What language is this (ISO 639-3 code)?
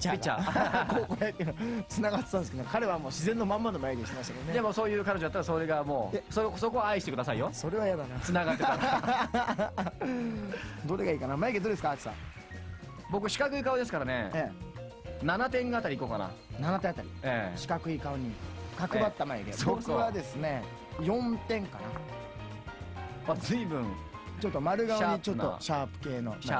jpn